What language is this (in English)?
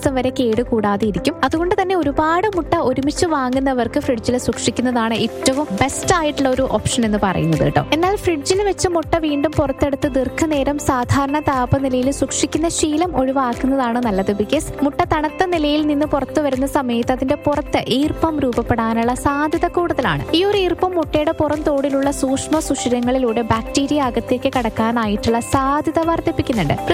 Malayalam